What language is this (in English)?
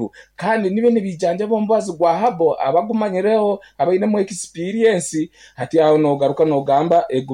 Nyankole